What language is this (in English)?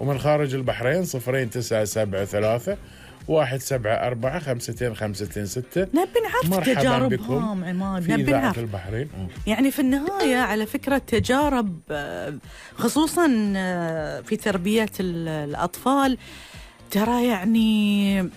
Gulf Arabic